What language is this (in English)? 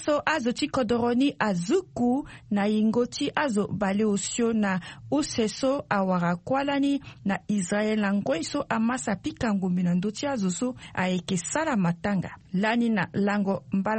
Sango